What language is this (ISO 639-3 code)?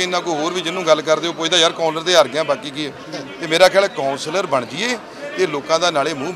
pan